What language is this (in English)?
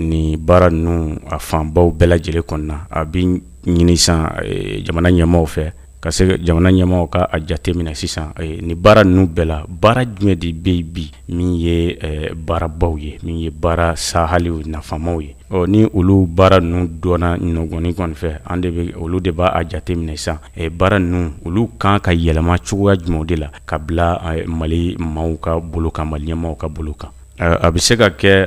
Bambara